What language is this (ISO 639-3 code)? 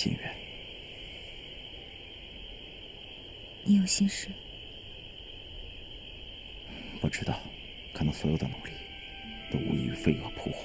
zho